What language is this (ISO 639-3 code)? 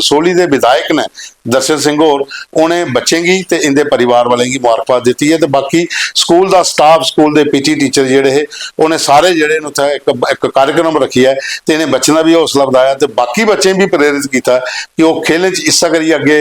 doi